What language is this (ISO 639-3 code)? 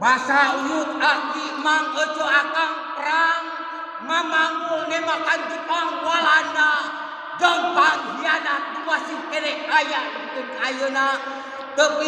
sun